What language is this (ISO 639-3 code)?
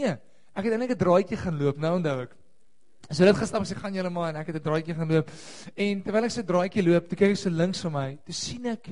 afr